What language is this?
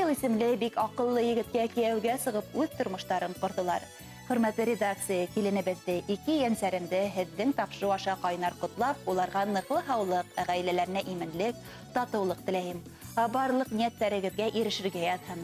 Bashkir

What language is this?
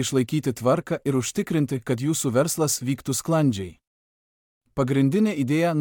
Lithuanian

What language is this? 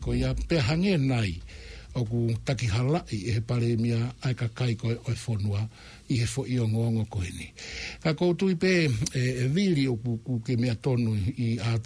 Tongan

